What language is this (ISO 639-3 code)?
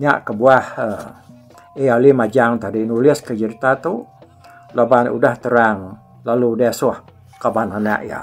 iba